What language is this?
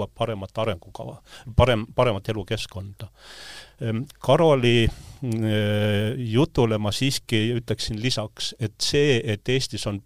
Estonian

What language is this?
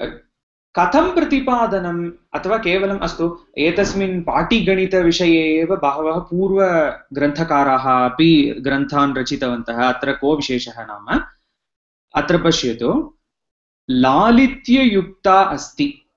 Sanskrit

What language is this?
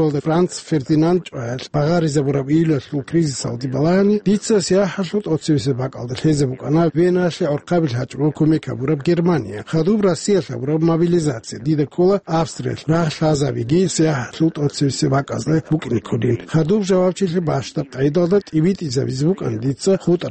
Avaric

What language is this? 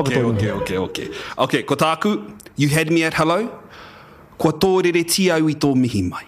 Māori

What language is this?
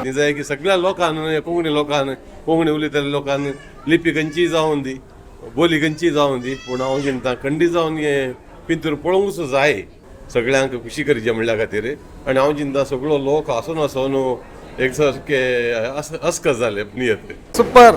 Konkani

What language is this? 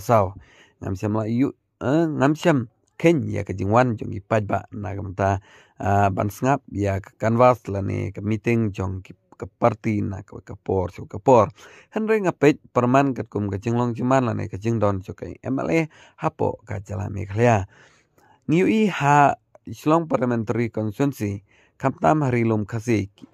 Khasi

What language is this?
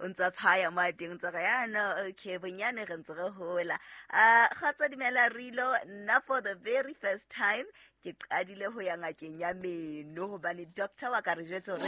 Southern Sotho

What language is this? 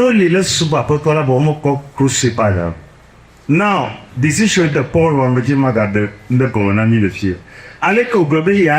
Ewe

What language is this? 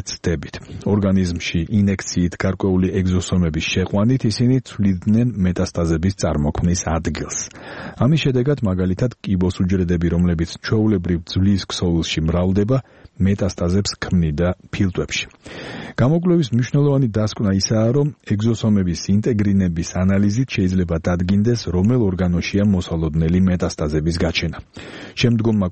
Georgian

